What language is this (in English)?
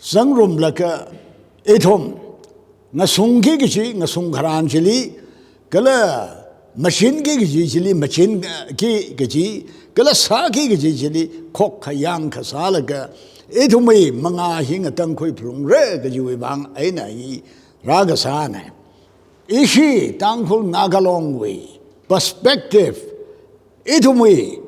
Tangkhul Naga (India)